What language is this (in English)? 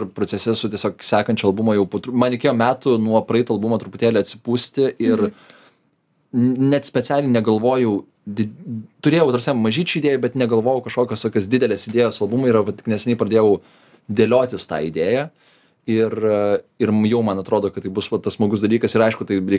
Lithuanian